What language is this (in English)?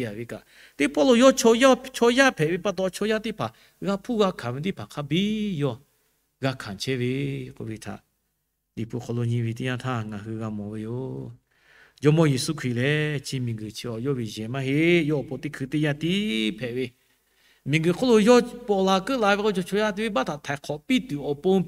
Lahu